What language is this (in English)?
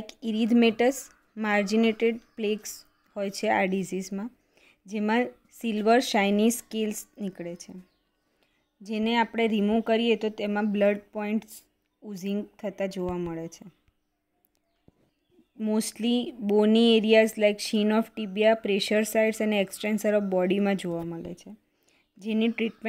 Gujarati